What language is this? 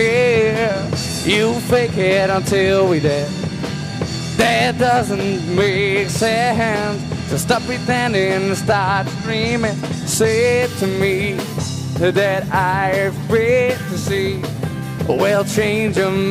Western Frisian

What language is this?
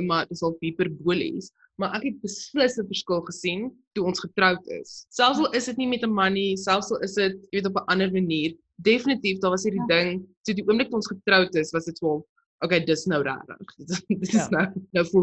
Afrikaans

